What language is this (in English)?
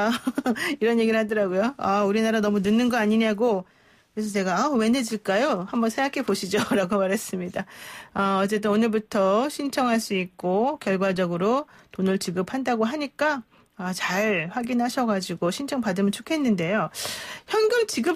Korean